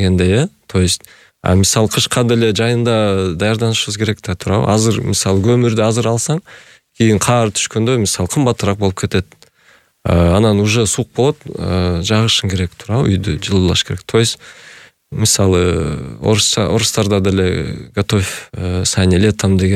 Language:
Kyrgyz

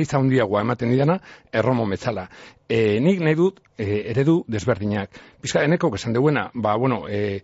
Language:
Basque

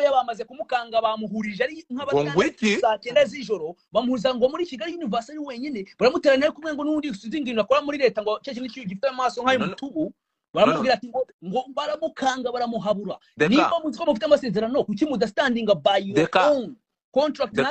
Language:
Kinyarwanda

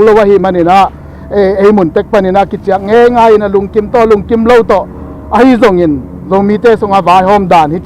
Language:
Tedim Chin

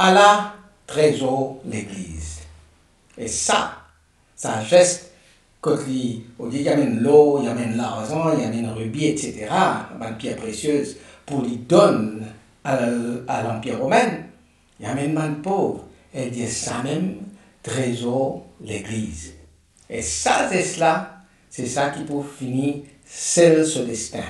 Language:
Morisyen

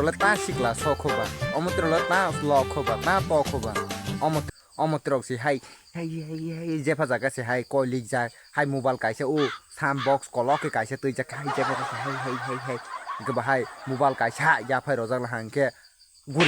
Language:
Kok Borok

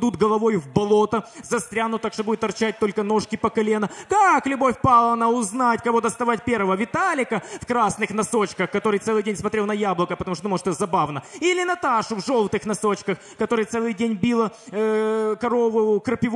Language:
Russian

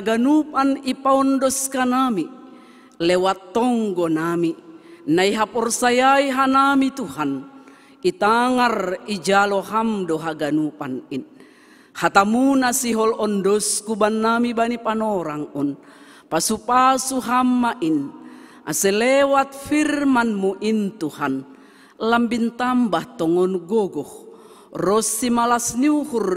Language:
Batak Simalungun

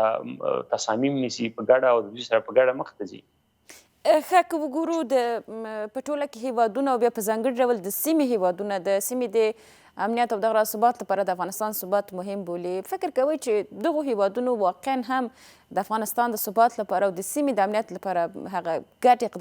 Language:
Pashto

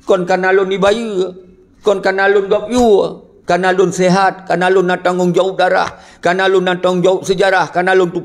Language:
Achinese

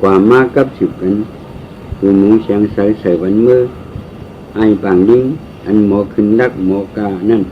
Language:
Shan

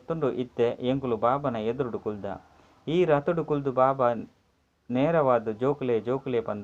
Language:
Tulu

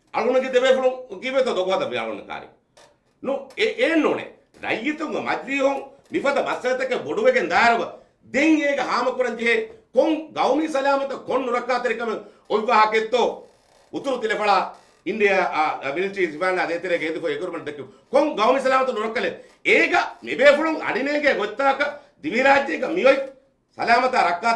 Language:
Divehi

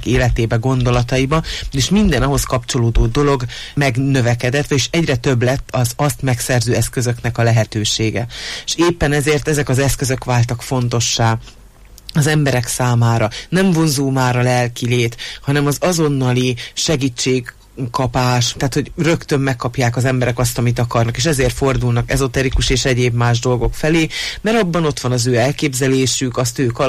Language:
Hungarian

